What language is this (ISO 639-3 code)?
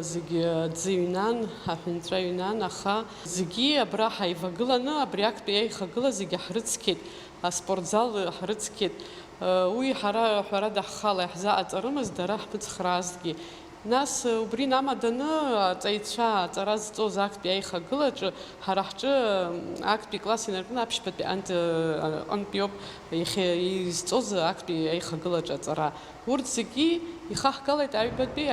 abk